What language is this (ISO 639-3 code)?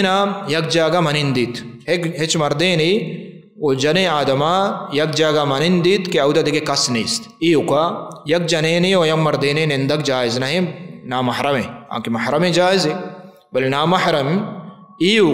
bal